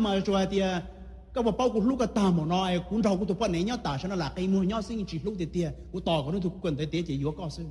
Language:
Hmong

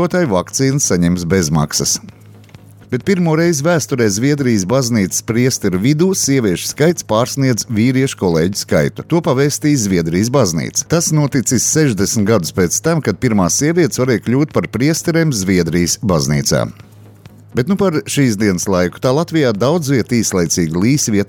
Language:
Latvian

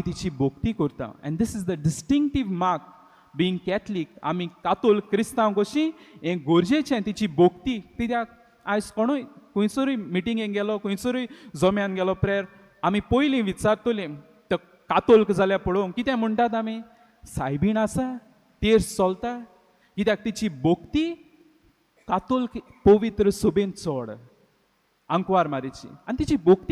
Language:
Konkani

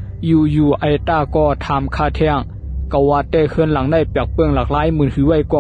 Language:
Shan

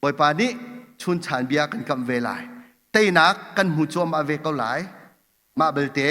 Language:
Hakha Chin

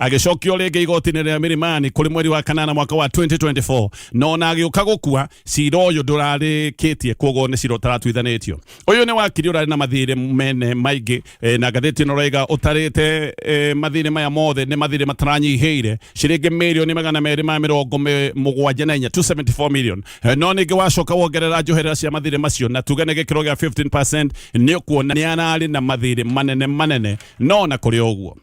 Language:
Kikuyu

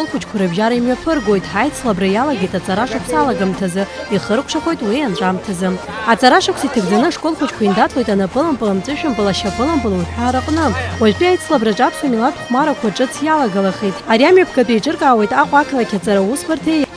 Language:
Abkhazian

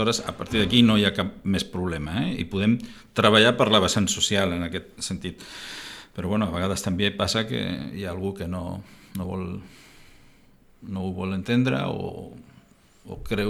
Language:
Catalan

